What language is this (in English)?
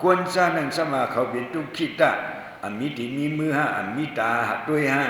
Shan